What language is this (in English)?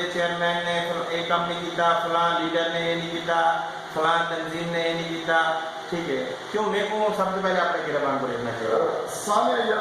Saraiki